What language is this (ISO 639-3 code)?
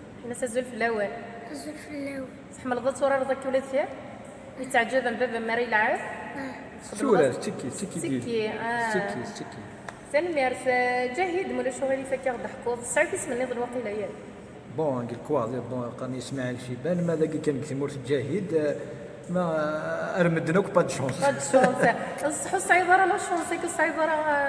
kab